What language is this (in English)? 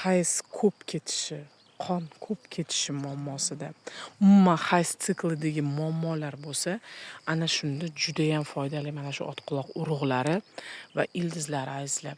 Uzbek